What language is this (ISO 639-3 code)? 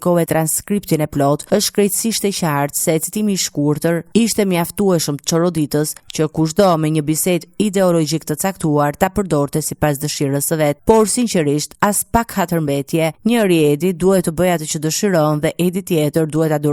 sqi